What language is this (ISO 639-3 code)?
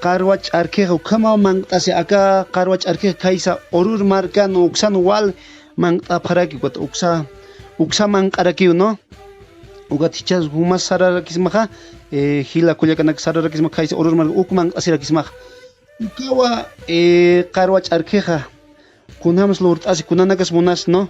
aym